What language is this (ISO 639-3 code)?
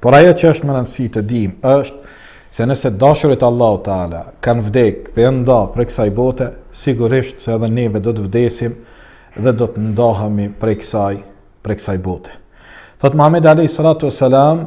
sqi